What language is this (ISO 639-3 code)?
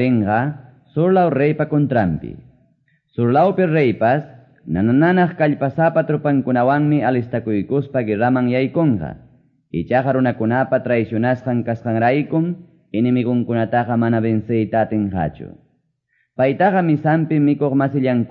que